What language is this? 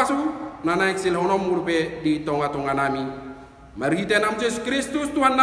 Batak Toba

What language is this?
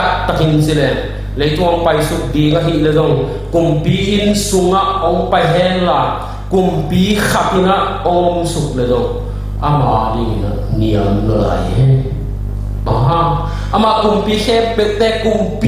Tedim Chin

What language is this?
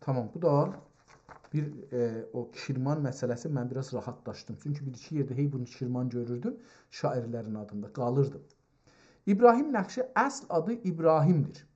South Azerbaijani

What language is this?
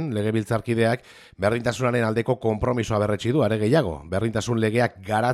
Basque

